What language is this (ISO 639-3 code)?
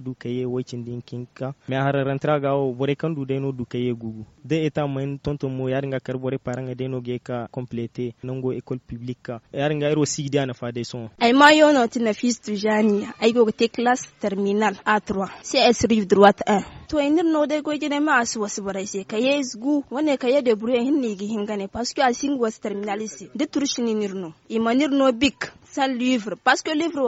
dje